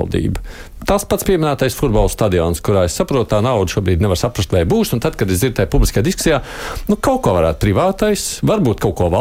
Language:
Latvian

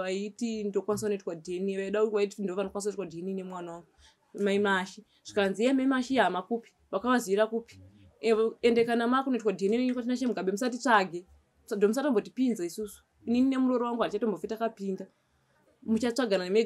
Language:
Shona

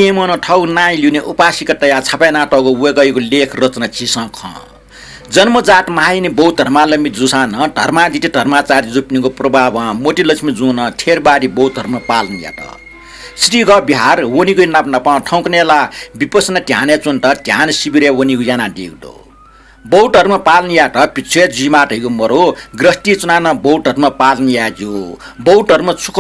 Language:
Newari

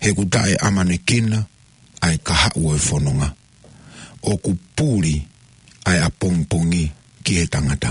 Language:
Tongan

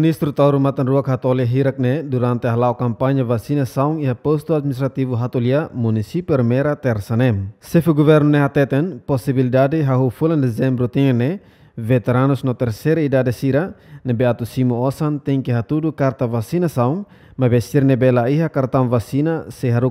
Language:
Tetum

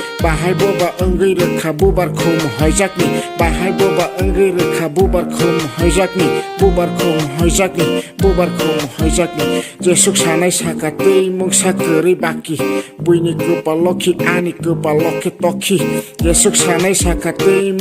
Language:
Kok Borok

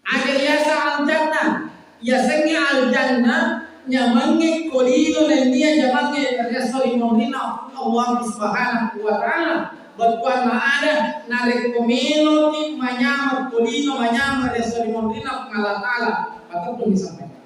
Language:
Buginese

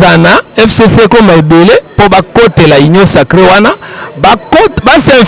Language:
Lingala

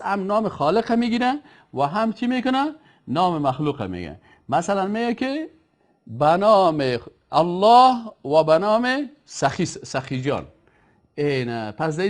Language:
Persian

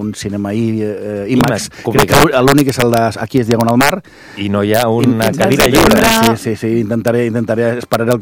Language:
Catalan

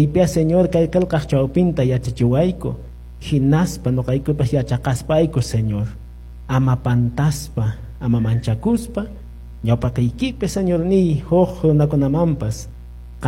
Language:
Quechua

